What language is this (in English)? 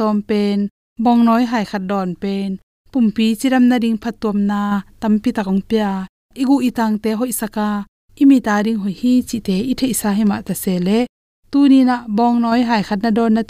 Tedim Chin